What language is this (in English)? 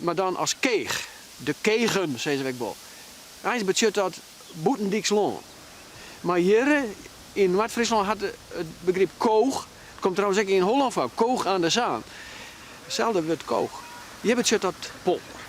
Western Frisian